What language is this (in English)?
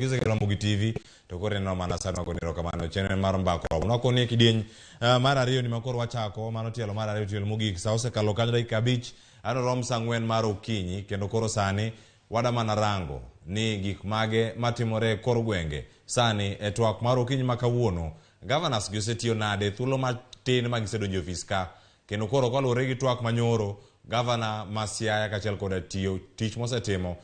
Luo (Kenya and Tanzania)